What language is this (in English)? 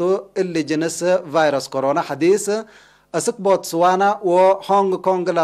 Tigre